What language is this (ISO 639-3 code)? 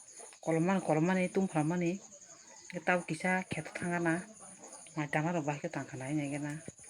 trp